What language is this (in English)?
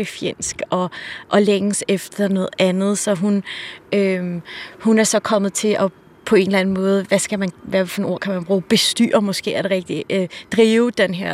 Danish